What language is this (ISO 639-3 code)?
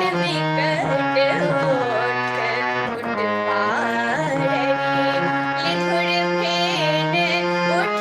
mai